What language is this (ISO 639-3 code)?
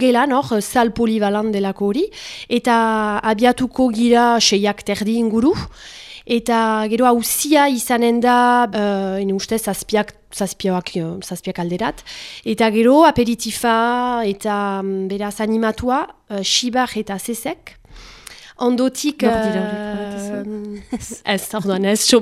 eus